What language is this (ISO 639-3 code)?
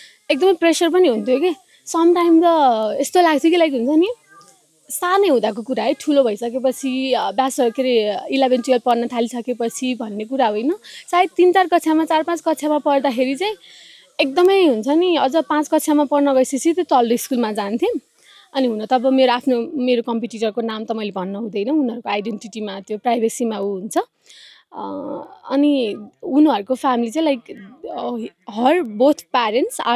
nep